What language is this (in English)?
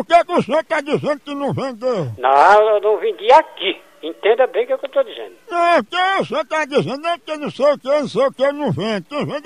Portuguese